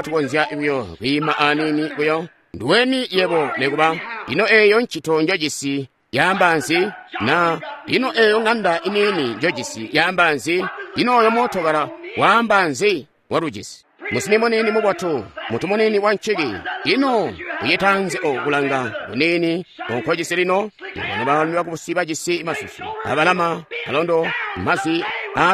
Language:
Tonga (Zambia)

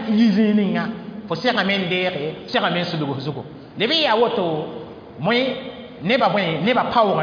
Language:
Mossi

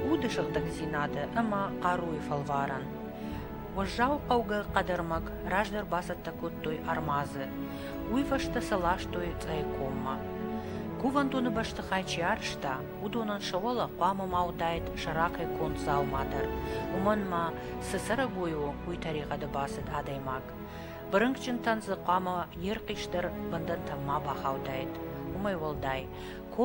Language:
Ossetic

